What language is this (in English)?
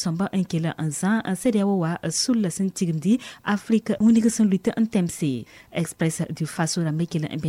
Mossi